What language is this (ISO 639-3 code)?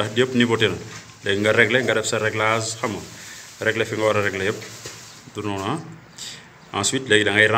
wol